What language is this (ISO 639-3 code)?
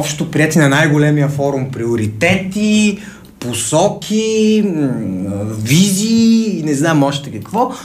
bul